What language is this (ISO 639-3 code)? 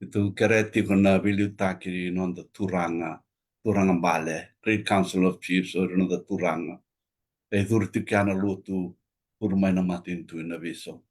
fij